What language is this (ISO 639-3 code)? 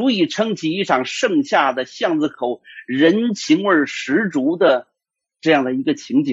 zho